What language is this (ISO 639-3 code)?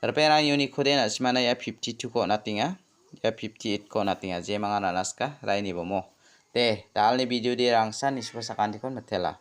grt